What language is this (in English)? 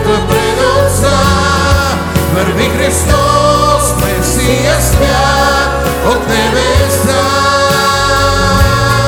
Bulgarian